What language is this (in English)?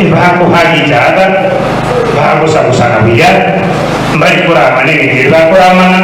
Gusii